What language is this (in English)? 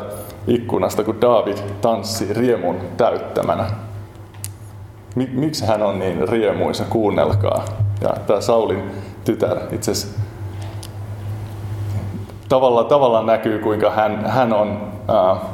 Finnish